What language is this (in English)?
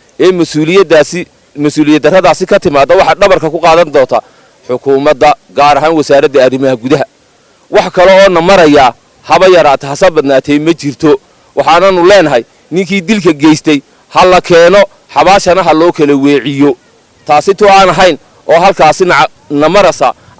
Somali